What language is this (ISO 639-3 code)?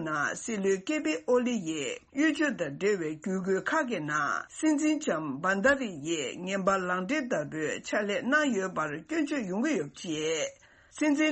bod